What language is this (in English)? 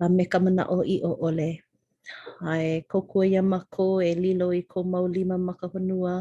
Hawaiian